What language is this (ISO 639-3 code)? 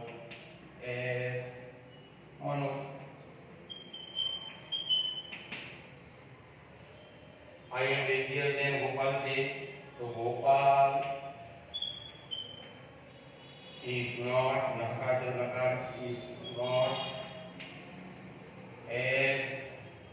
guj